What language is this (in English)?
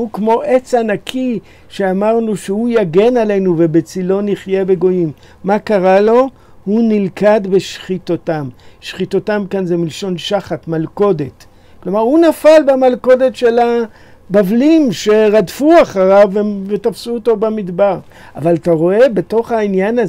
Hebrew